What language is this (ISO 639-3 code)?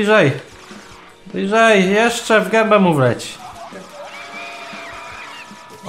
pol